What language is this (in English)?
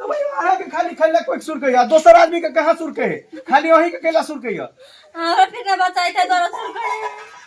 Maithili